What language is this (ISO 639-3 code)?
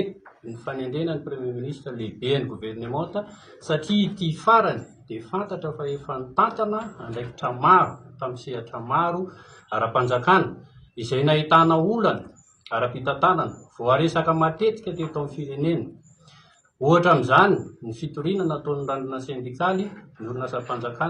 mlg